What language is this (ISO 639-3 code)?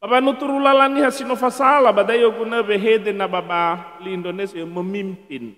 nia